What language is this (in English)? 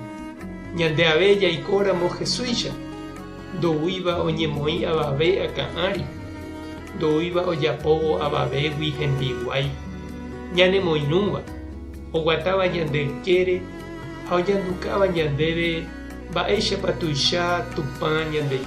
Guarani